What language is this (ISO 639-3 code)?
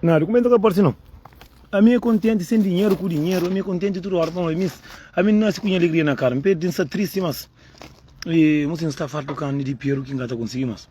kea